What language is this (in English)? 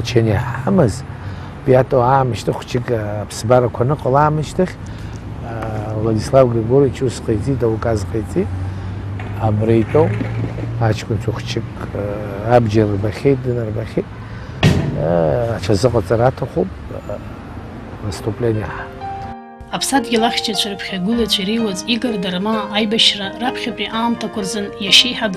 Abkhazian